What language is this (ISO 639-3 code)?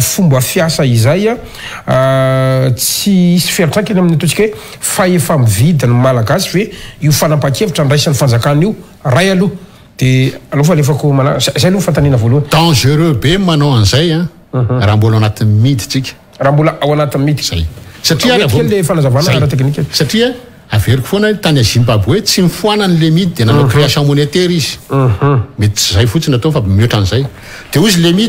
mlg